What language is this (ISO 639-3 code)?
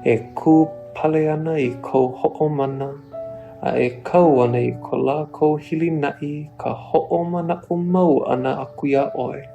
haw